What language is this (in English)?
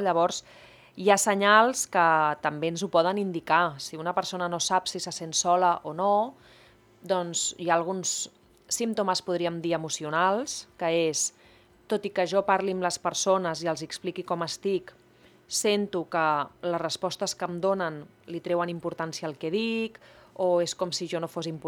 Catalan